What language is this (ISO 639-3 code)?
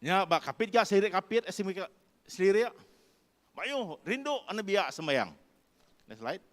iba